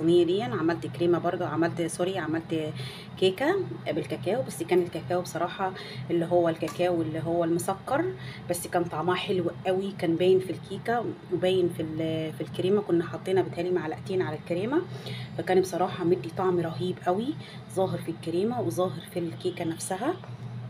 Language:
Egyptian Arabic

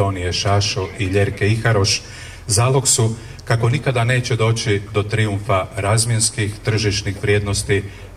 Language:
Croatian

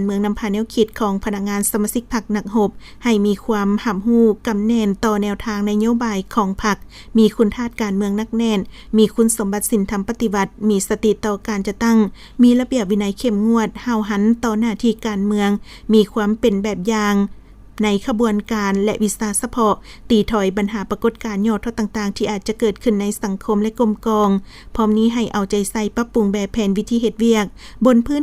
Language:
Lao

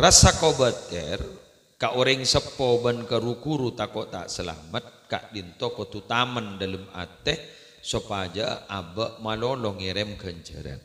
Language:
Madurese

